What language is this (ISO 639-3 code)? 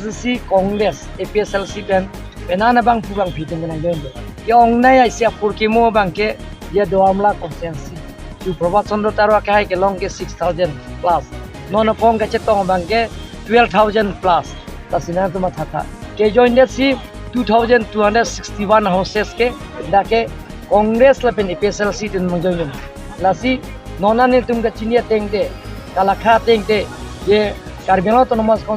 mjw